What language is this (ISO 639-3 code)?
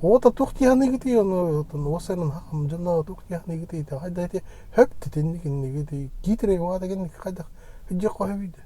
sah